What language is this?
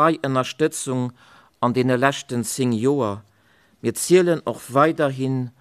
Luxembourgish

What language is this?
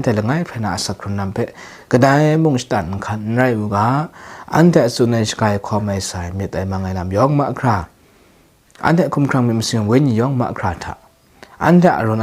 Kachin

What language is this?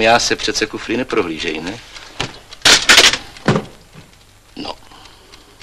Czech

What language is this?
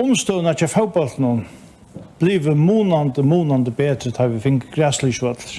Faroese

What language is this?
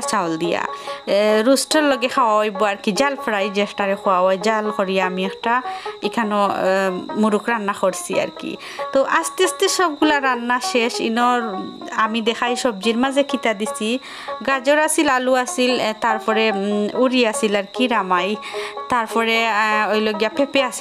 Sylheti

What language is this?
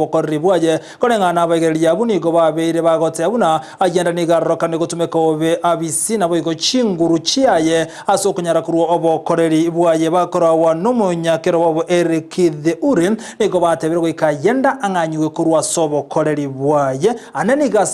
Gusii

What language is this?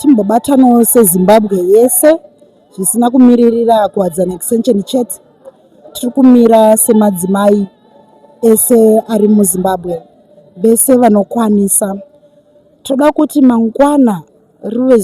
Shona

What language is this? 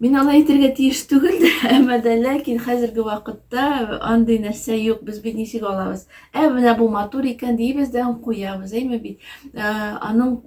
Tatar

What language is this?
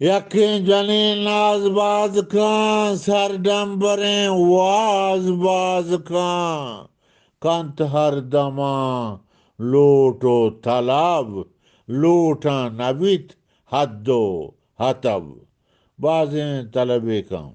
Eastern Balochi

